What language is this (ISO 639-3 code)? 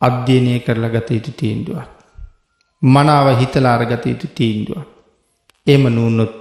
sin